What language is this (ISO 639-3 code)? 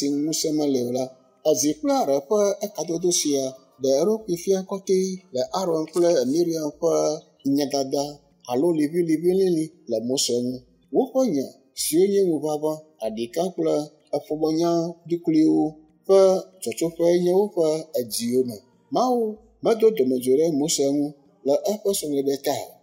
ewe